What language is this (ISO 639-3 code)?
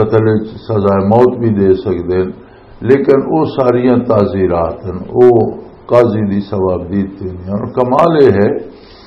lah